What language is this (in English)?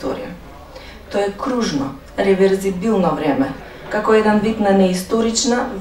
Macedonian